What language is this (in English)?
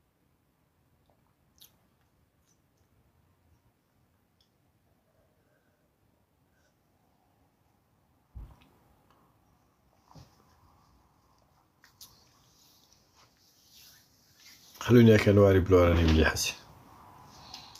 Algerian Arabic